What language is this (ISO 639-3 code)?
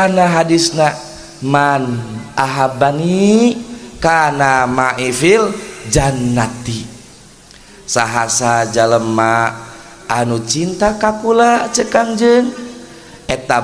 sun